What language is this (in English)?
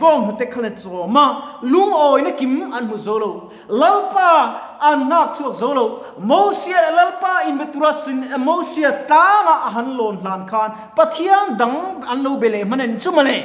Mizo